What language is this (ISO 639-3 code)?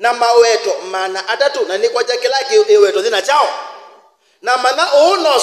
kam